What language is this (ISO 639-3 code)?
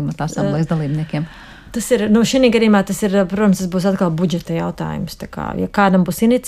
lav